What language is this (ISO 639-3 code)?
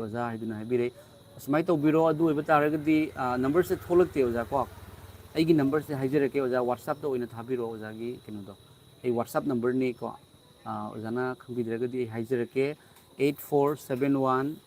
mni